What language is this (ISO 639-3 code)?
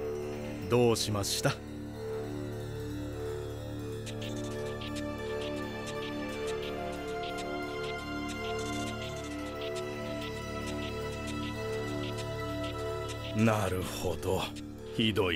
jpn